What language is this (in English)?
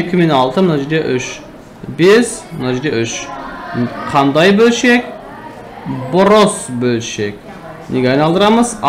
Kazakh